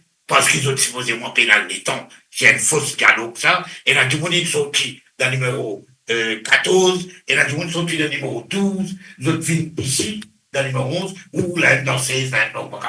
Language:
Morisyen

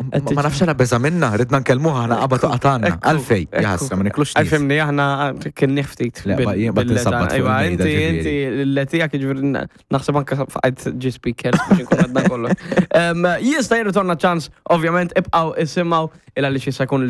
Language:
Maltese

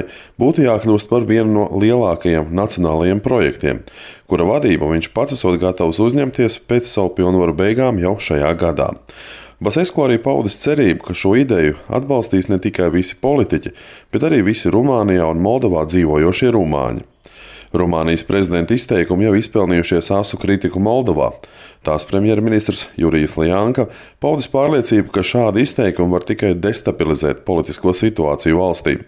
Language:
Latvian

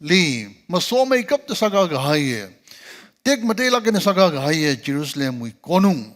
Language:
Tangkhul Naga (India)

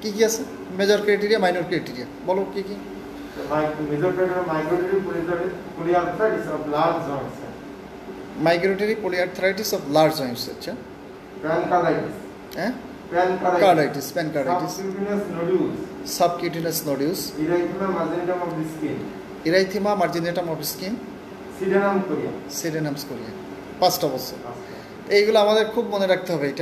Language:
Bangla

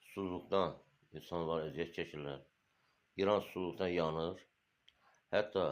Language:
Azerbaijani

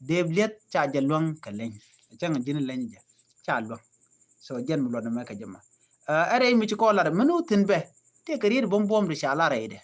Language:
Nuer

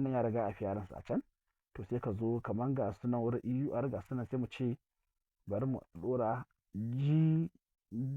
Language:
Hausa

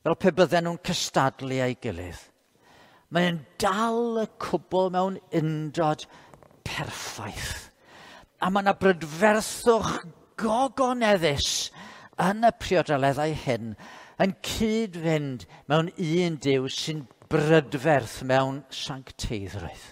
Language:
Welsh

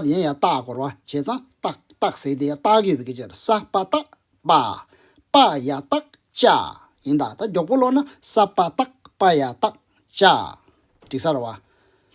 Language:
Tibetan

